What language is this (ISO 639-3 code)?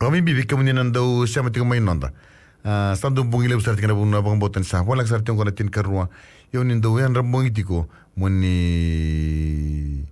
fij